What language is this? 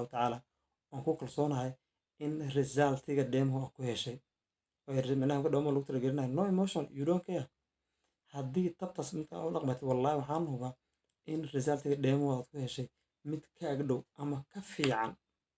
Somali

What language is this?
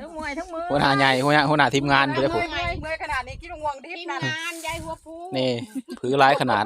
Lao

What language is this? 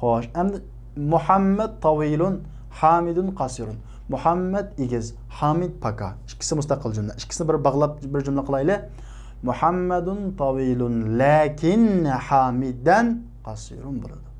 Uyghur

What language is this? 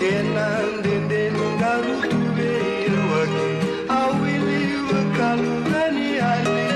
Fijian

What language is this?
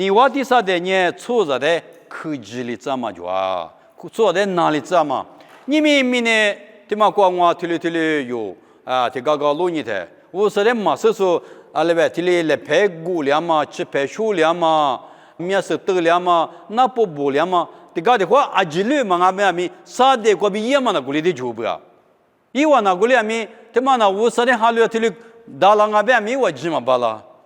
Lisu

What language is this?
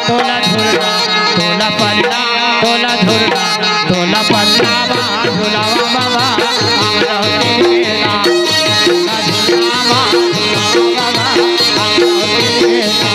Chhattisgarhi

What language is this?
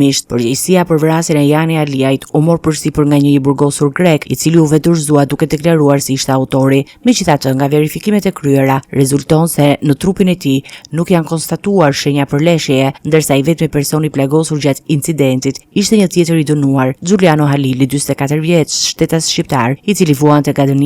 Albanian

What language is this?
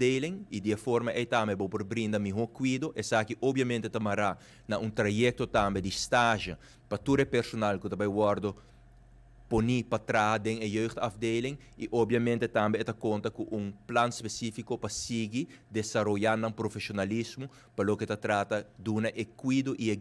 Papiamento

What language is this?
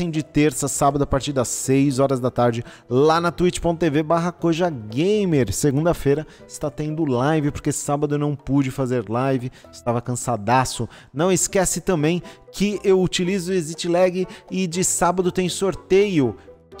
Portuguese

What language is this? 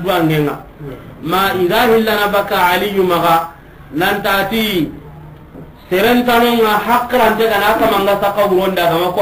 Soninke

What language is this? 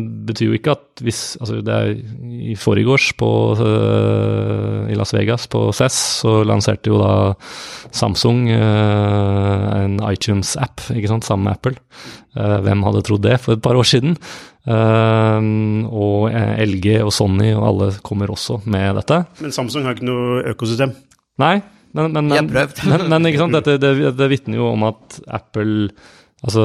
Norwegian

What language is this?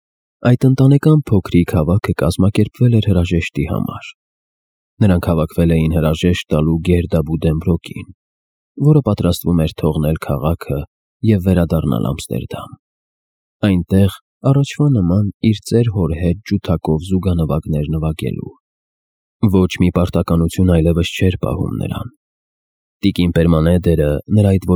Armenian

